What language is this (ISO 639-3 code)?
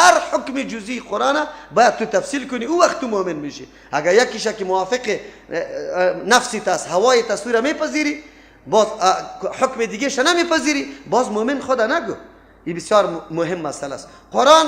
fas